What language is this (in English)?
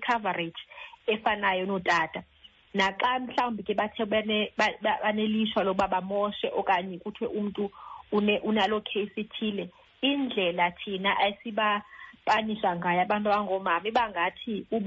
Xhosa